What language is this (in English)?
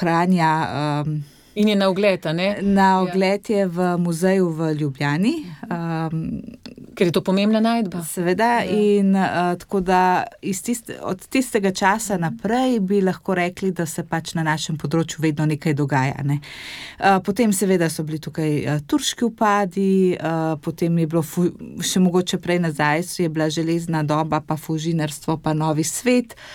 Slovenian